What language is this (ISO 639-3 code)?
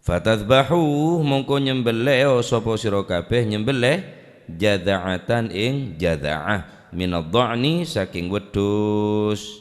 mad